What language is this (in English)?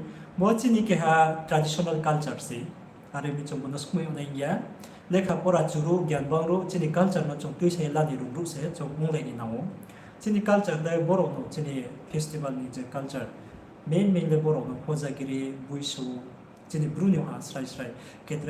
Riang (India)